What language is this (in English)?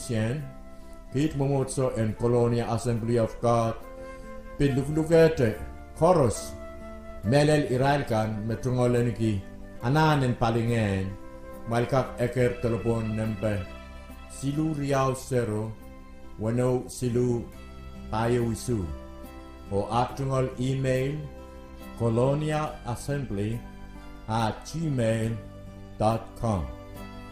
Pohnpeian